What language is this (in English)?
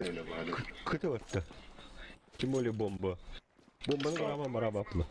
Yakut